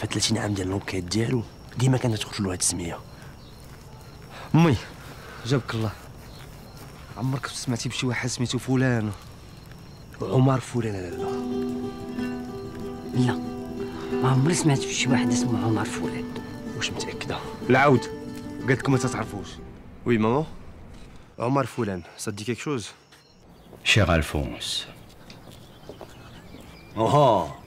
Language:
Moroccan Arabic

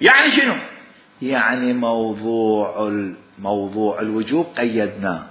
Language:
Mesopotamian Arabic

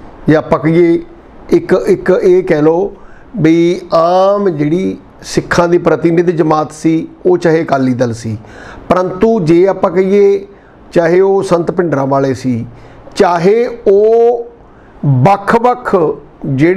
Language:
Punjabi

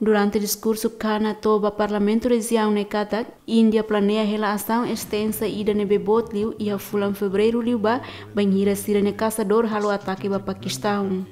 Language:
Tetum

